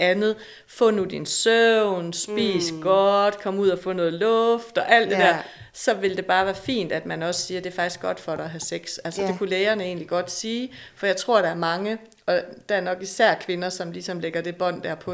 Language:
Danish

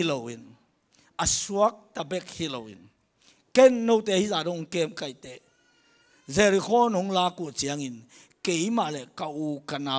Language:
Tedim Chin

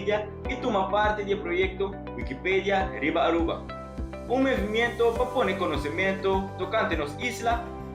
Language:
Papiamento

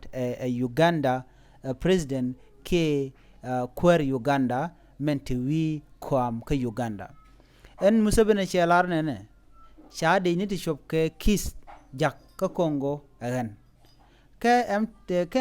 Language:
Nuer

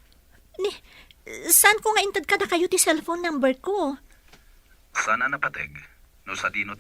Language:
Iloko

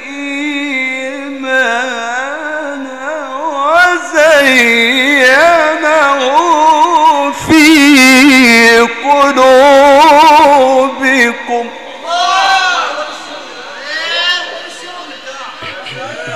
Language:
Arabic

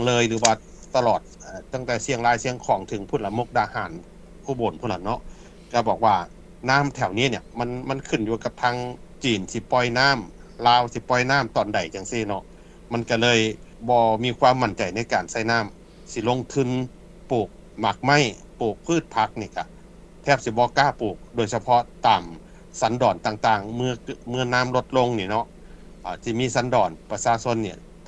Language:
Lao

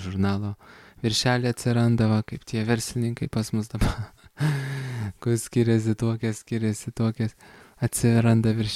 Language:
Lithuanian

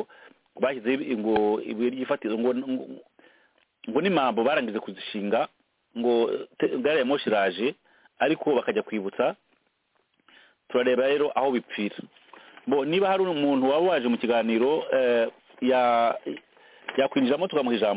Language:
Kinyarwanda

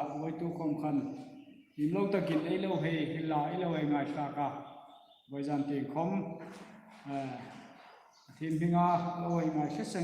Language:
Hmar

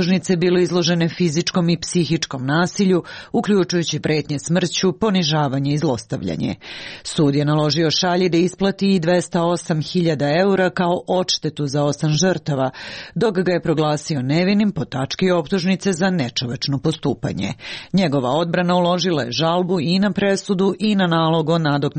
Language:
Serbian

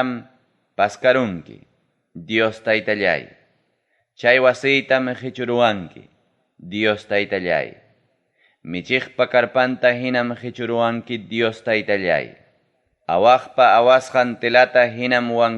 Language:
Ayacucho Quechua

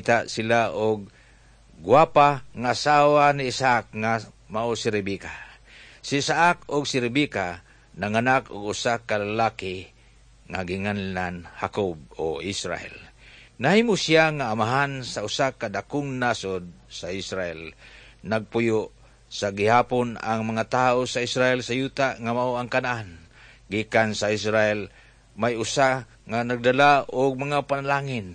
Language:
Cebuano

